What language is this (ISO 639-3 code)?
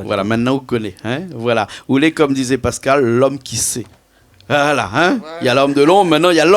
rcf